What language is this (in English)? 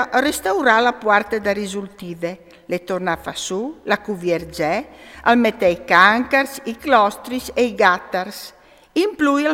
Friulian